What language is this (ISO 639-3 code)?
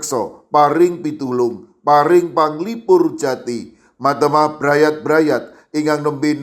jav